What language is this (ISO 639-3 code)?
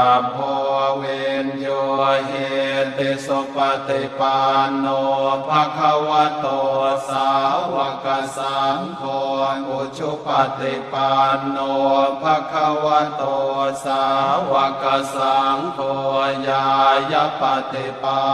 pli